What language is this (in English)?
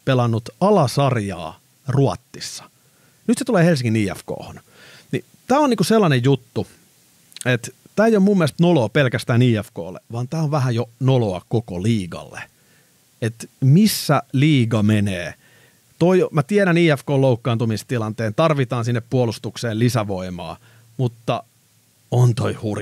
Finnish